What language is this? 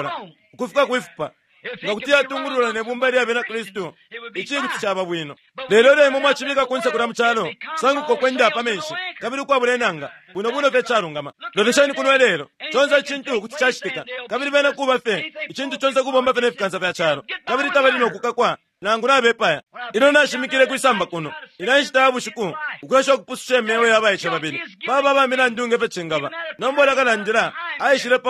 Bemba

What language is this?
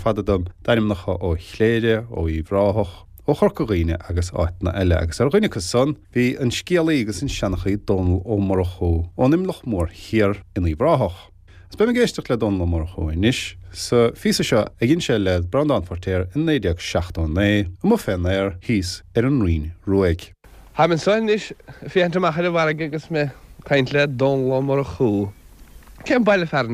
Irish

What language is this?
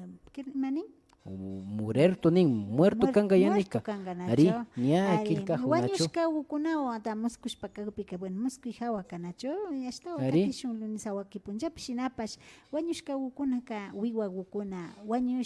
Imbabura Highland Quichua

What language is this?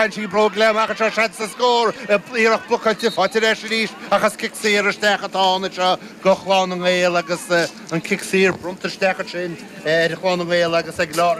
Irish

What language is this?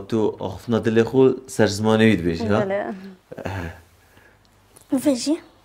Persian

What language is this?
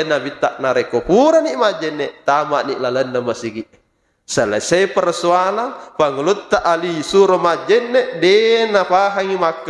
Buginese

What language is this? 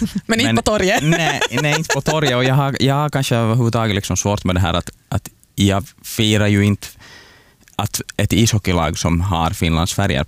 Swedish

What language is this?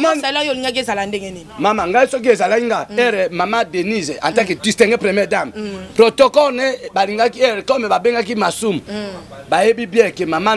Lingala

